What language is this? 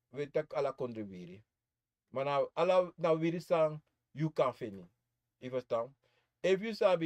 Sranan Tongo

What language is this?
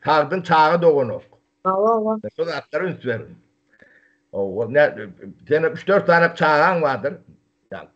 Turkmen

